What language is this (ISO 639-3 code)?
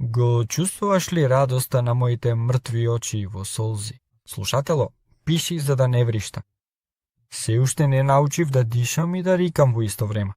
mkd